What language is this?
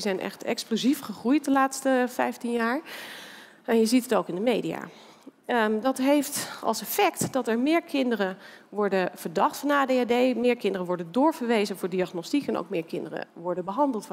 Dutch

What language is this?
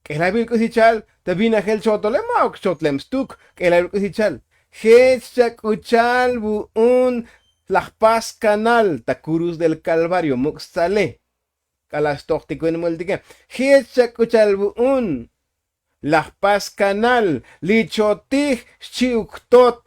Tzotzil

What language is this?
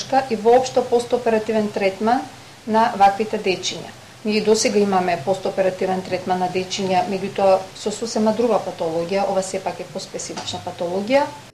Macedonian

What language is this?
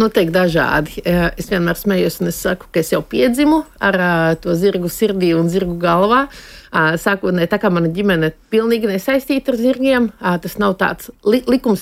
Latvian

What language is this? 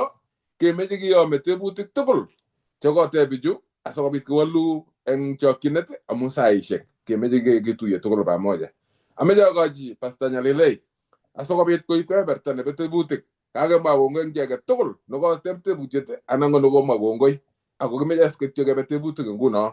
Kalenjin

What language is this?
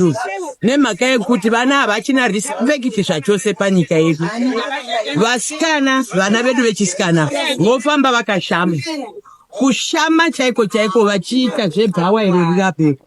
Shona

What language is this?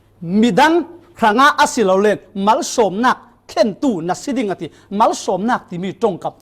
Falam Chin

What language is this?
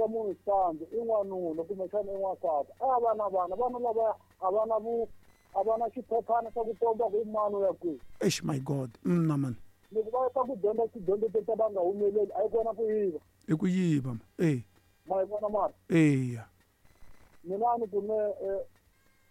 Tsonga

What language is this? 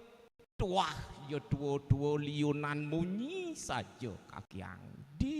Balinese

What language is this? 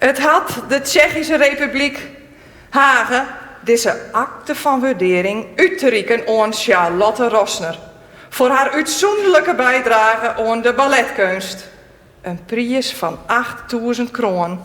Western Frisian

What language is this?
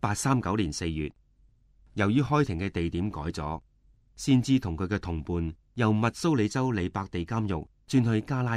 Cantonese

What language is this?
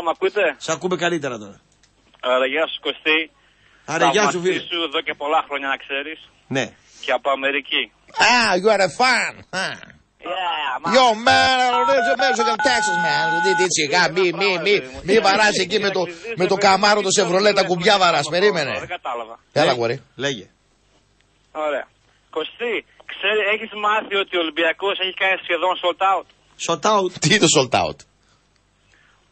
Greek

